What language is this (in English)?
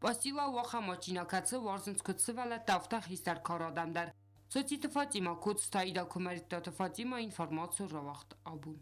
Ossetic